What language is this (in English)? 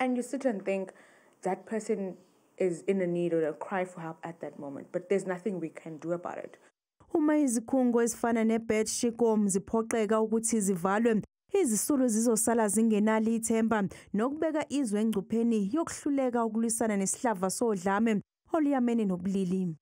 Zulu